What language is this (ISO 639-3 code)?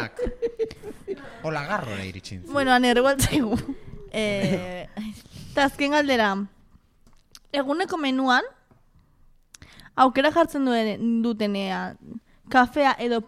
eus